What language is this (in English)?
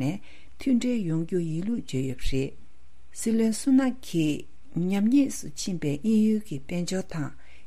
Tibetan